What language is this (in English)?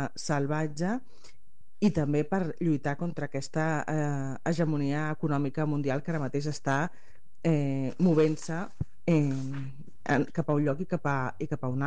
Catalan